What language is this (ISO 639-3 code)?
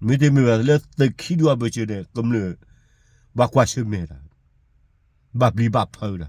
ksw